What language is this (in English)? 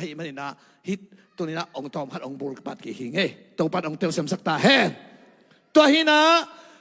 Tedim Chin